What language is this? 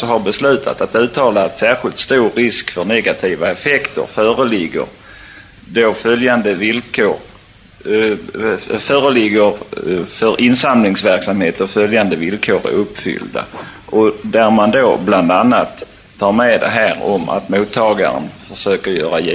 Swedish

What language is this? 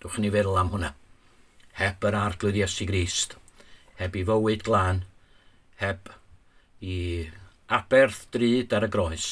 Welsh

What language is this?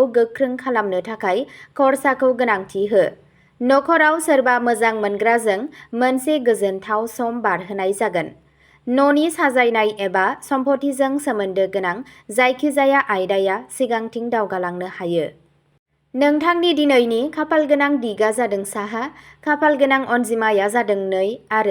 Bodo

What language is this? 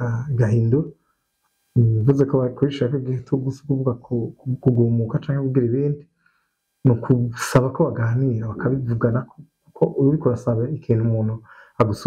Rundi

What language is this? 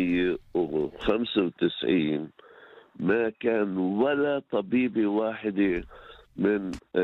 North Levantine Arabic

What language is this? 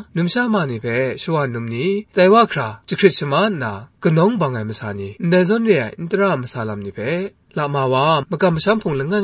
Kachin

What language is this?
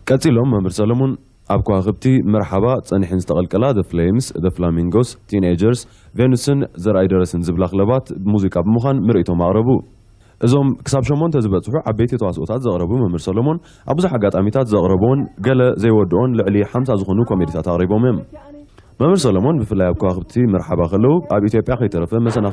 Tigrinya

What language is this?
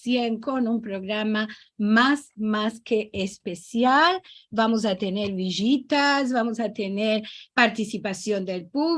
Ladino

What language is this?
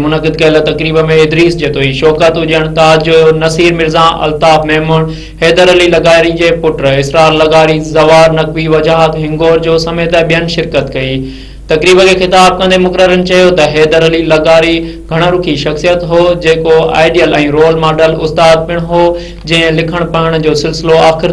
Sindhi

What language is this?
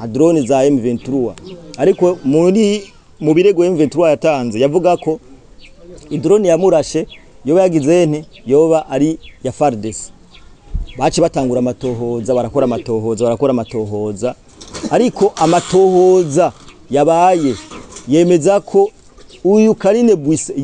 Rundi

